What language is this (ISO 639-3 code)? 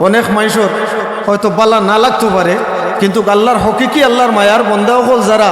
syl